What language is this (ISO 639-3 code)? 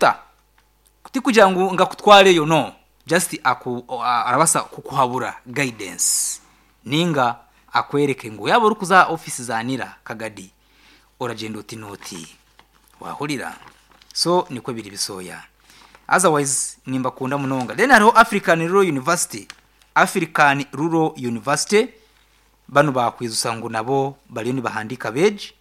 nyn